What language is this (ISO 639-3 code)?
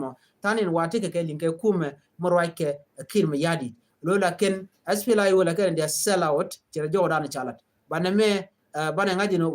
nus